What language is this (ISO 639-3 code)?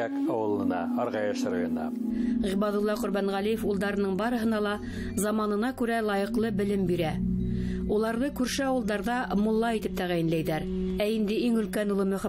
bak